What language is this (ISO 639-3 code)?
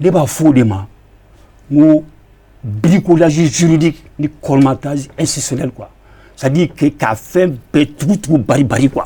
bam